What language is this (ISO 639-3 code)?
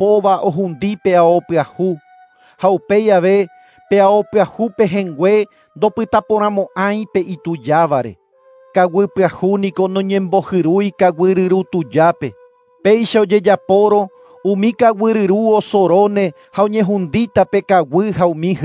grn